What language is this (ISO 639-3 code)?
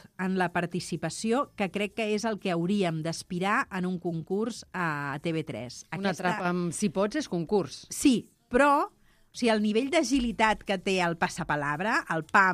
cat